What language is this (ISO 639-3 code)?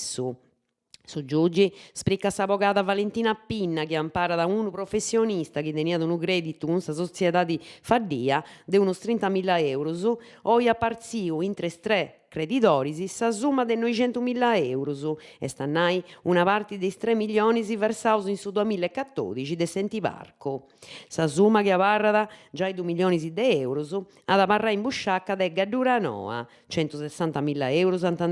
srd